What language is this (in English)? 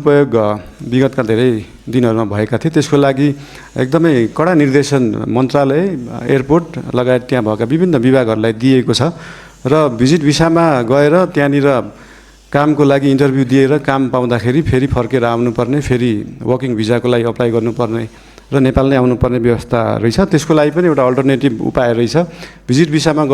Nepali